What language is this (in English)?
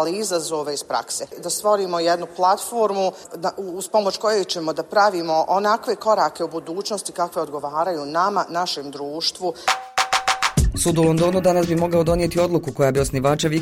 Bosnian